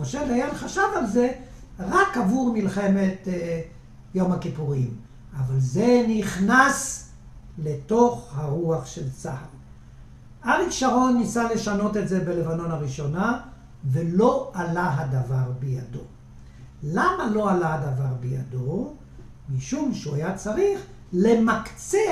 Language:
Hebrew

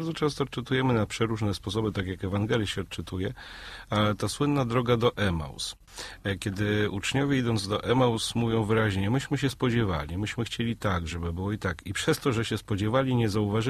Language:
Polish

